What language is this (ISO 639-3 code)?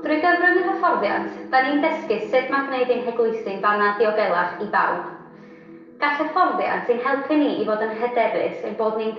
cym